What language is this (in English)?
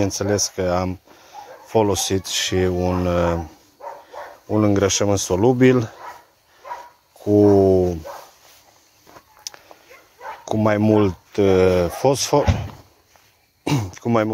Romanian